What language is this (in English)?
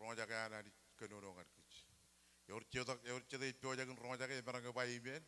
Marshallese